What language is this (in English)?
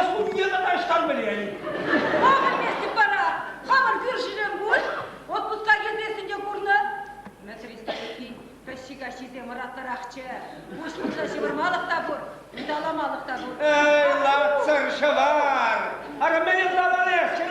Chuvash